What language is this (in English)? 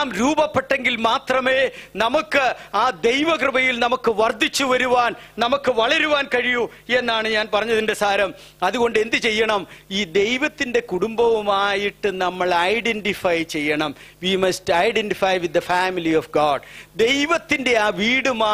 Malayalam